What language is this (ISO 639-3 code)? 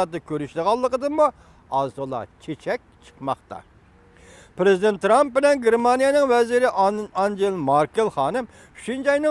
uig